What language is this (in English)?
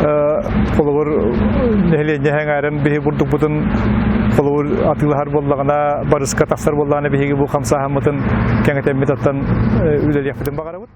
Yakut